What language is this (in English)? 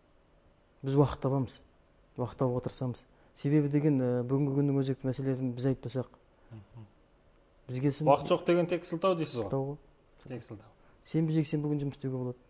Kazakh